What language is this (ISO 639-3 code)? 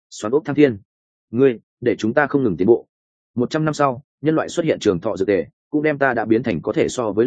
vie